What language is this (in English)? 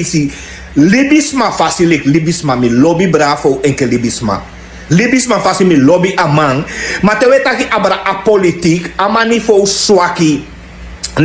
Sranan Tongo